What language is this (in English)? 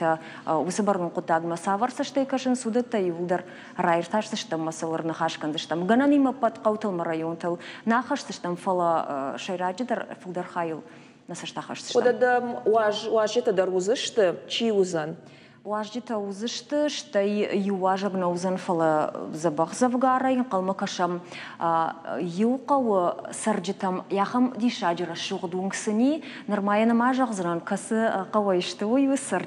Ossetic